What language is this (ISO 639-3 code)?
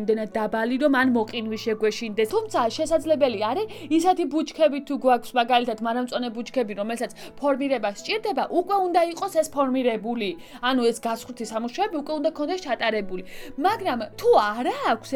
kat